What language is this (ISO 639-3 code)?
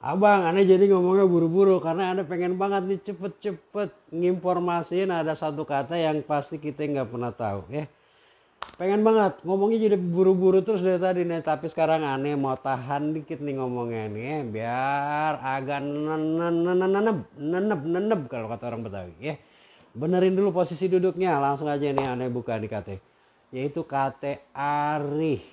bew